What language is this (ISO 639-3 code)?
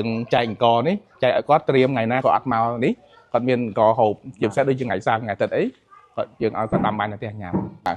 khm